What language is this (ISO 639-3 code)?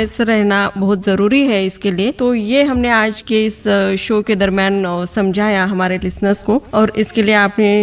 hin